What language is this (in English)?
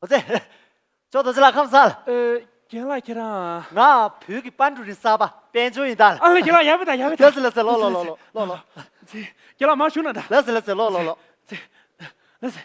Tibetan